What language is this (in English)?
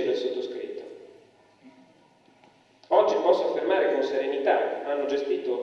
Italian